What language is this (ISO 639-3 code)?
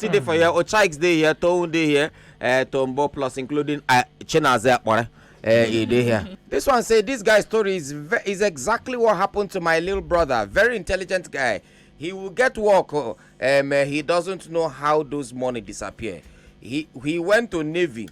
pcm